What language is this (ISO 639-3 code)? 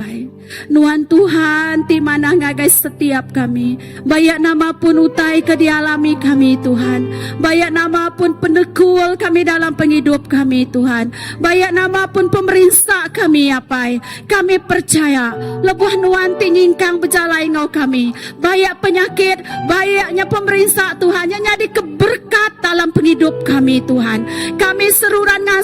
iba